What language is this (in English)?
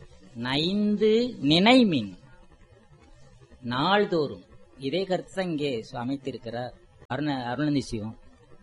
Tamil